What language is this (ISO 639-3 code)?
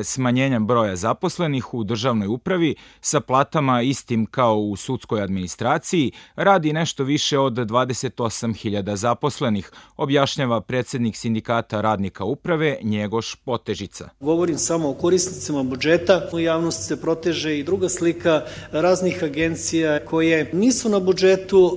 srp